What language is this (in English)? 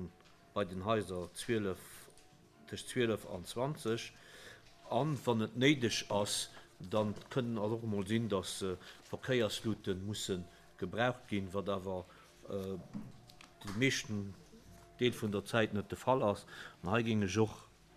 Luxembourgish